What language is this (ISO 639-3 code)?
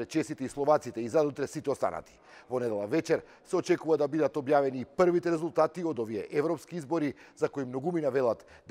mkd